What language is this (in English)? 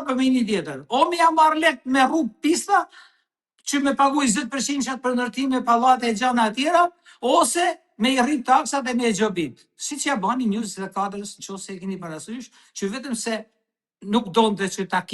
Albanian